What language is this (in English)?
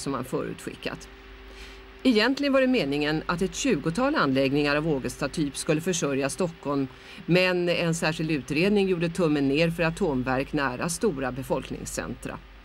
Swedish